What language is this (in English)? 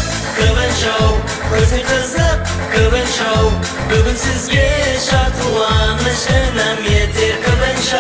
Kara-Kalpak